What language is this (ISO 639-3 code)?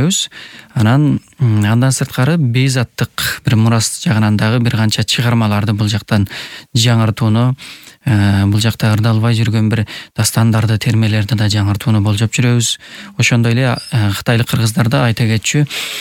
kir